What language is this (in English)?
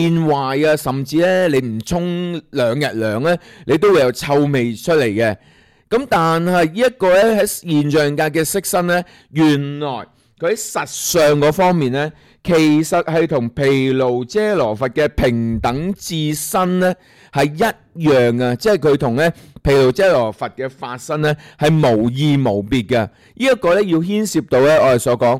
Cantonese